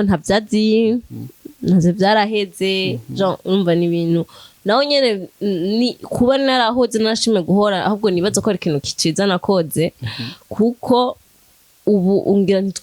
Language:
Rundi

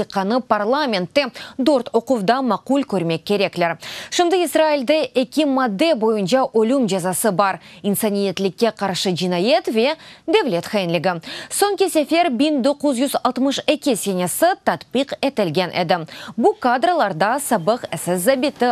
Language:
Crimean Tatar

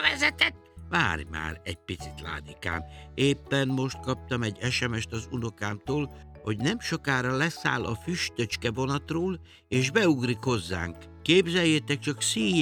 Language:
Hungarian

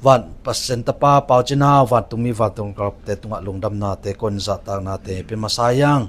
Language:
Tedim Chin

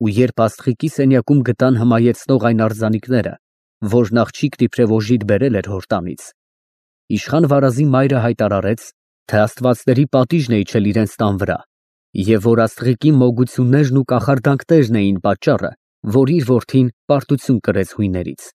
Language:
Armenian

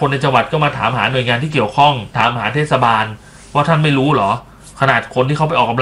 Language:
Thai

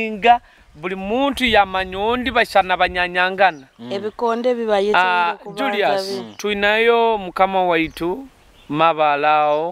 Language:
Nyoro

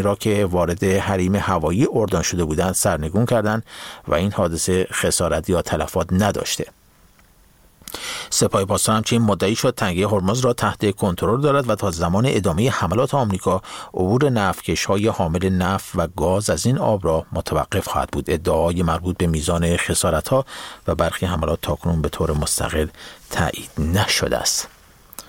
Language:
Persian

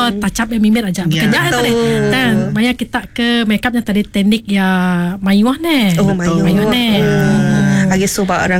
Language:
Iban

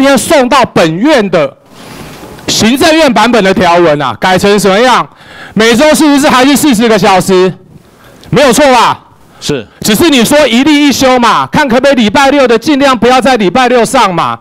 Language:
Chinese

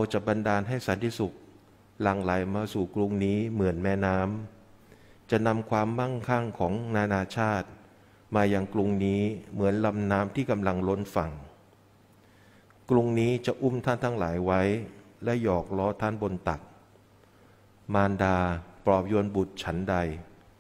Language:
Thai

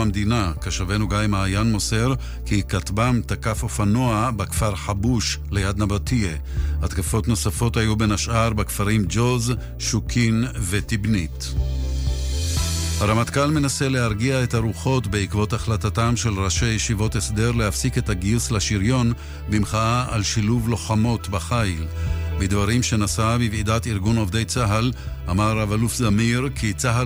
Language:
Hebrew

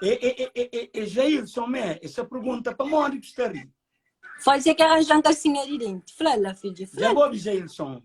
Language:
Kabuverdianu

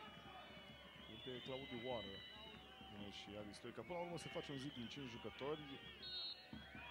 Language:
Romanian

